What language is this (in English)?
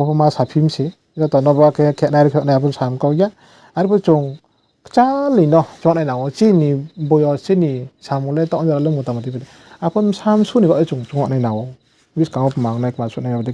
Riang (India)